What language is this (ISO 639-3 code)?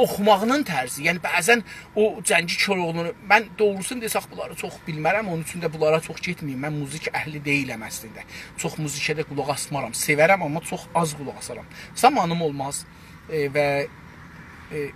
azb